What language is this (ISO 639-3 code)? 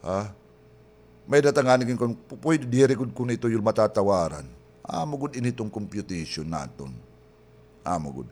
war